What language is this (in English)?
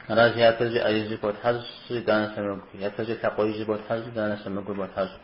Kabardian